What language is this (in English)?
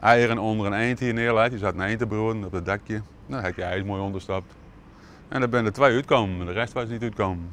Western Frisian